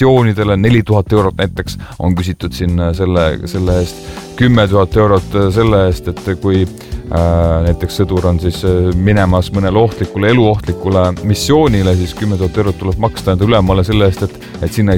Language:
Estonian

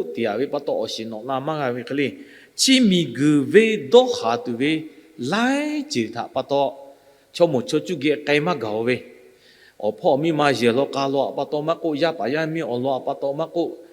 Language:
Lahu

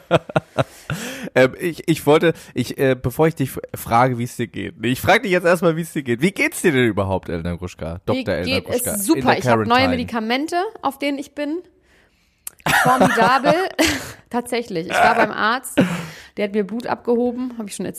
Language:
German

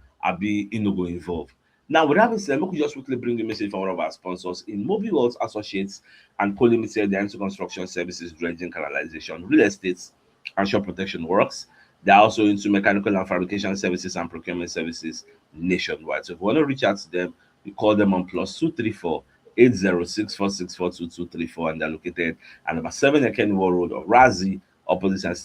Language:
Nigerian Pidgin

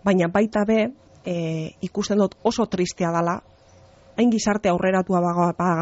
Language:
Basque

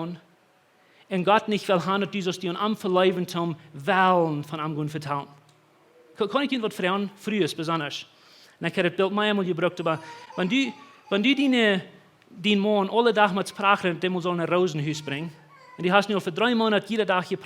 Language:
Plautdietsch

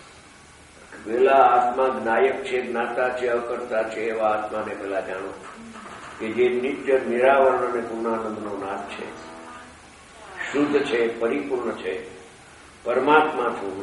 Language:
Gujarati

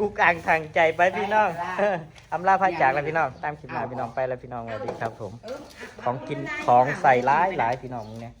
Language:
Northeastern Thai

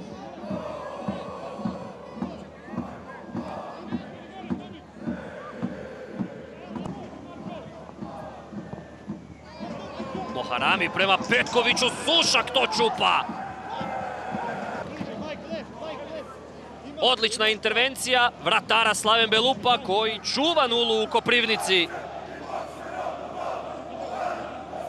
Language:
Croatian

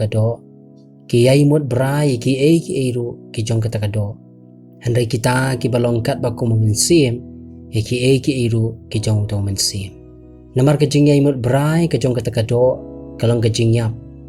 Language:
Khasi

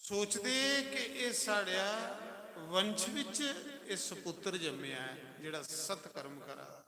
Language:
Dogri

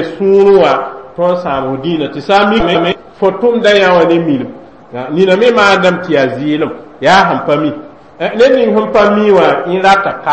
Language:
Mossi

